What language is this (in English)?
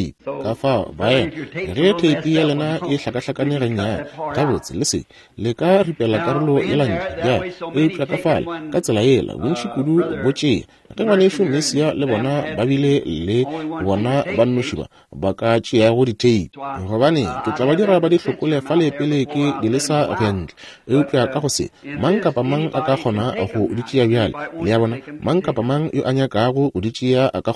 Northern Sotho